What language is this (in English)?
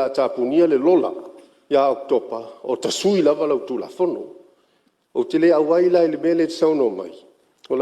Samoan